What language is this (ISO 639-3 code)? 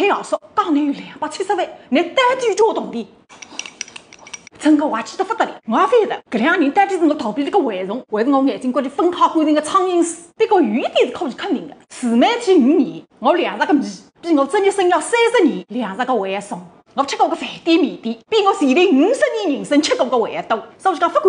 wuu